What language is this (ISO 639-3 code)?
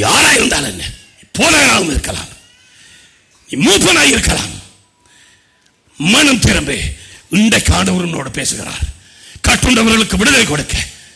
tam